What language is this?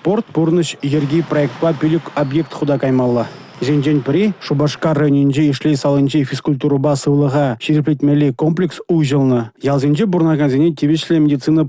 Chuvash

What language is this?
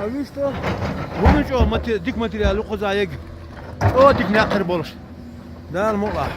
Chechen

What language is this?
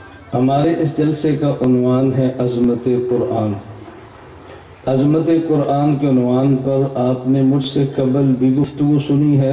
Urdu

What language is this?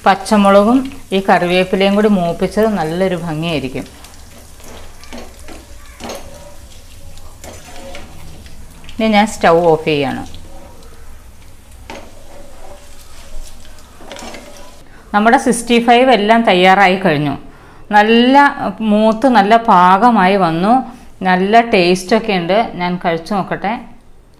Malayalam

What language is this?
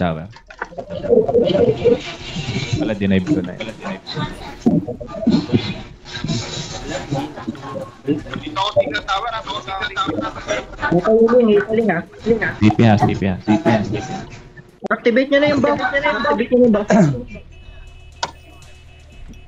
Filipino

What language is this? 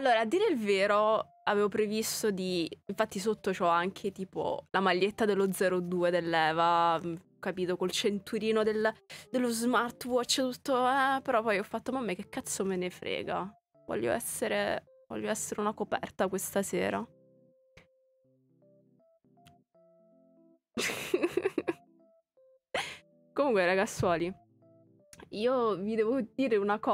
Italian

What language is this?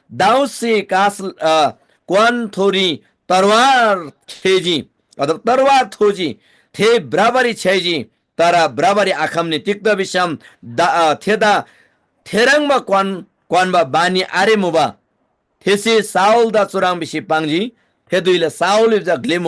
Eastern Tamang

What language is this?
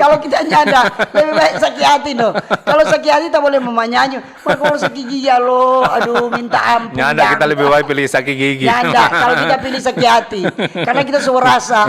Manado Malay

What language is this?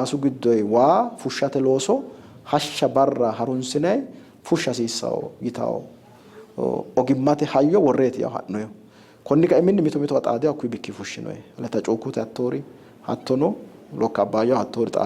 Sidamo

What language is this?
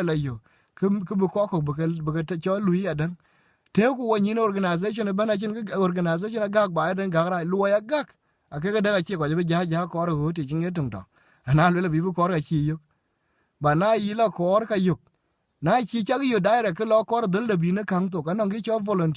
Dinka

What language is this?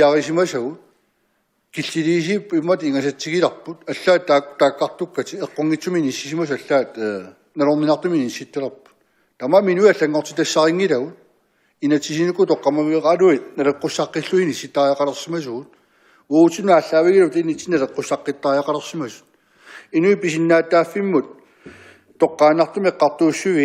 Kalaallisut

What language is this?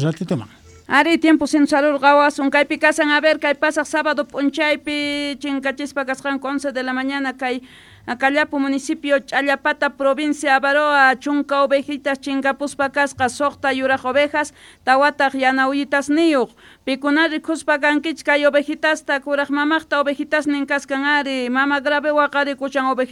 South Bolivian Quechua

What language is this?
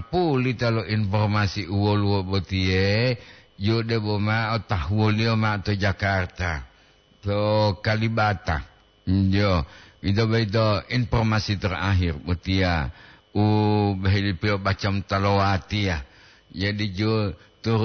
Gorontalo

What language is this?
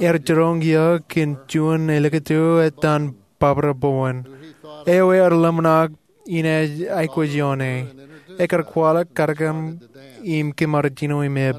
Marshallese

